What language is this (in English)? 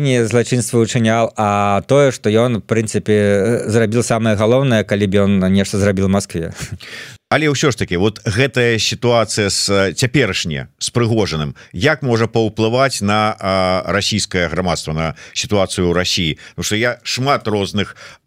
Belarusian